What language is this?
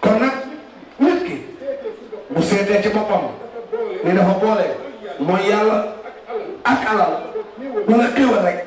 Wolof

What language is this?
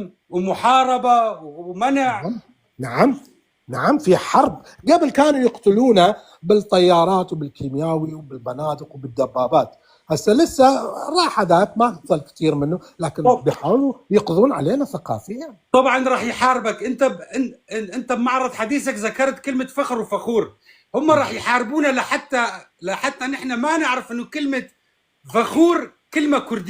North Levantine Arabic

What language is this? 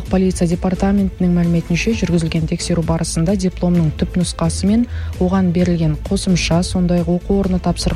Kazakh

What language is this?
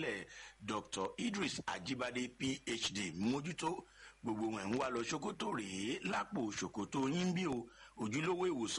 Yoruba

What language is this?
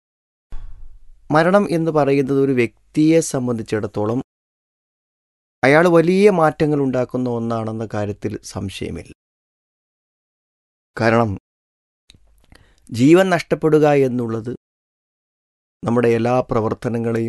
Malayalam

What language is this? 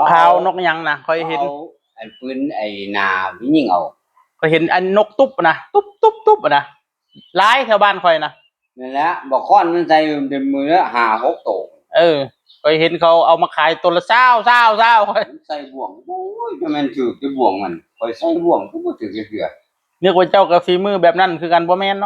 Northeastern Thai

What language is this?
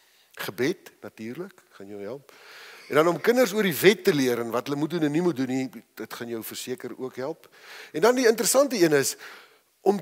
Afrikaans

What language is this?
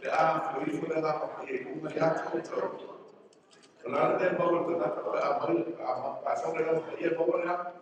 Samoan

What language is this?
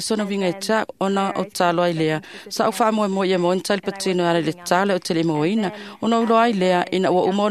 Samoan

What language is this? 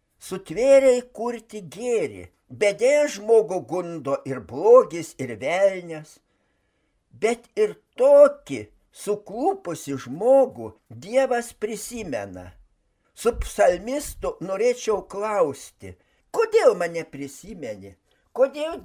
Lithuanian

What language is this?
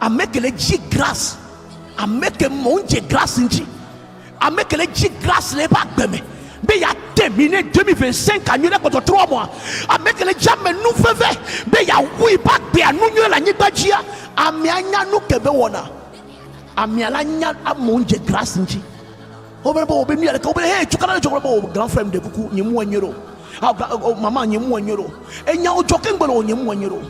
Ewe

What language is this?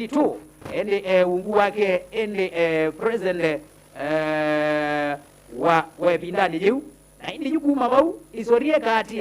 Kamba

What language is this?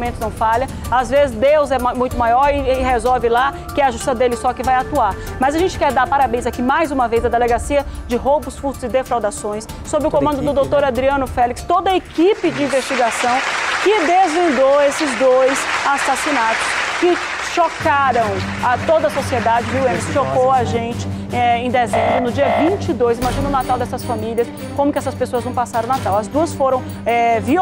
Portuguese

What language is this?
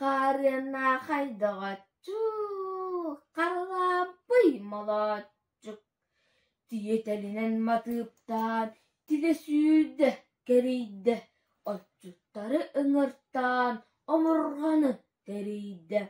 Yakut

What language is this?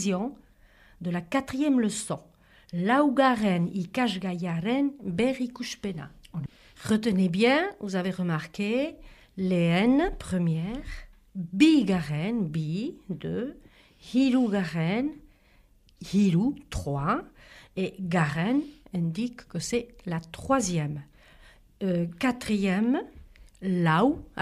Basque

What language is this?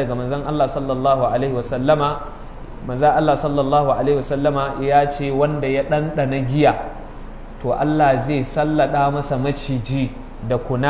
Hausa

